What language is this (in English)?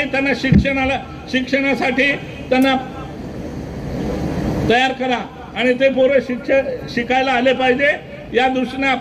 Marathi